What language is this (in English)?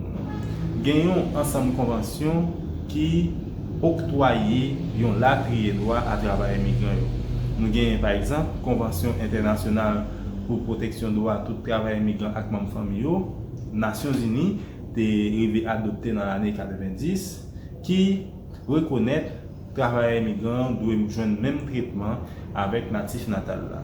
Haitian Creole